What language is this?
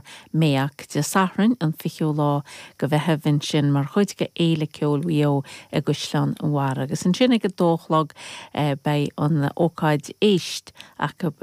Irish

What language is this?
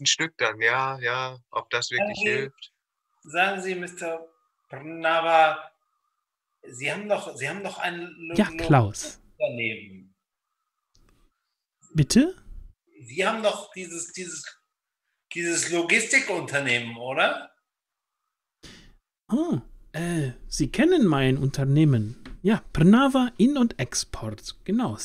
German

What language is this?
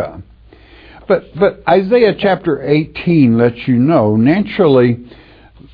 English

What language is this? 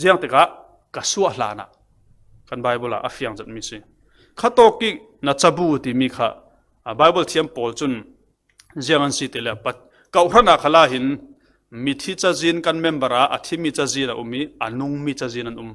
Falam Chin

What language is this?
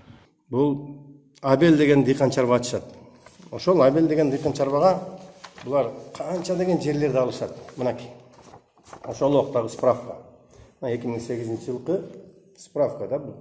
Kyrgyz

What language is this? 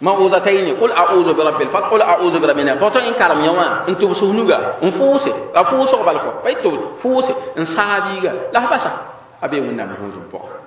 Mossi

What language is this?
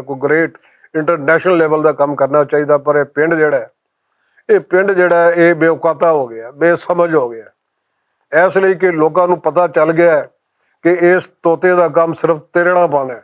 Western Panjabi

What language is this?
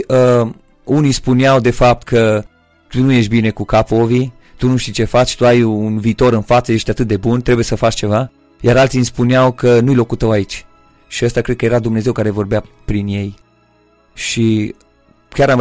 Romanian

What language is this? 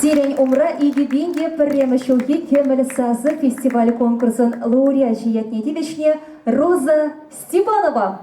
Chuvash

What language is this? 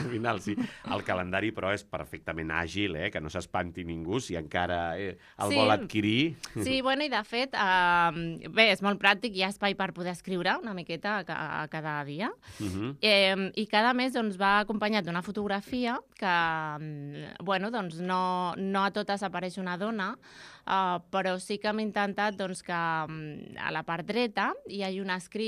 Catalan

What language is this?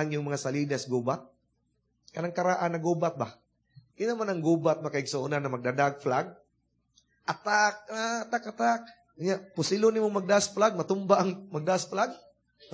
Cebuano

